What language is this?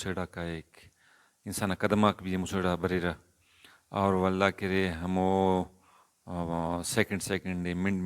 Brahui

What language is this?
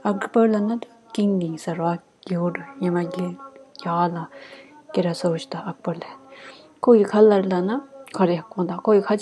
Tibetan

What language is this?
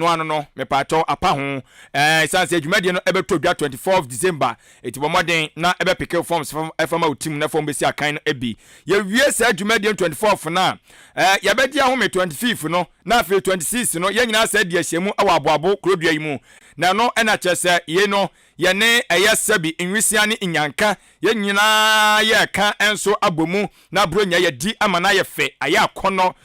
Akan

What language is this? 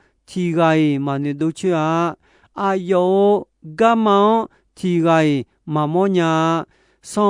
Akha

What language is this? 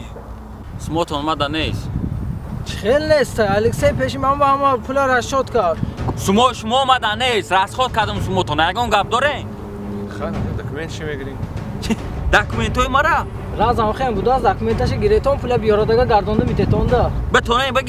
Tajik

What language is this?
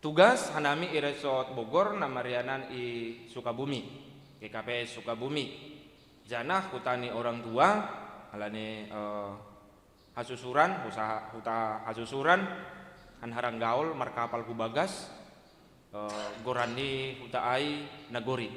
Batak Simalungun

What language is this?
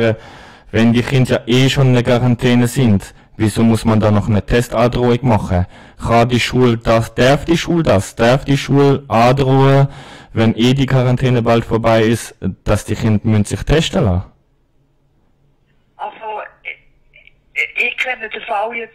German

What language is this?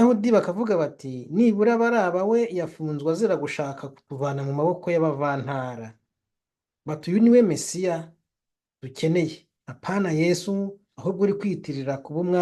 Kinyarwanda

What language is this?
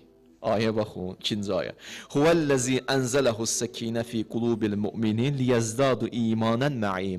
Azerbaijani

